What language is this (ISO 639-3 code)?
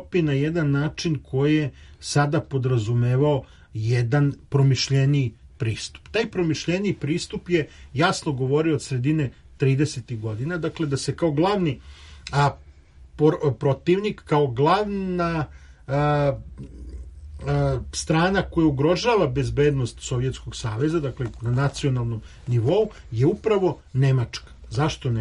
srp